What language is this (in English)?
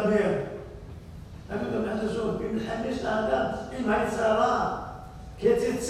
Hebrew